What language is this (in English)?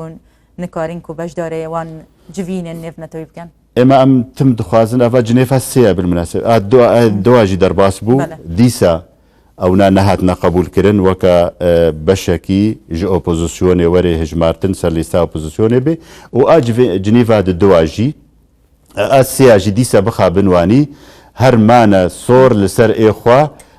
Kurdish